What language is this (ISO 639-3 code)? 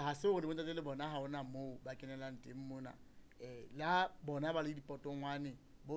sot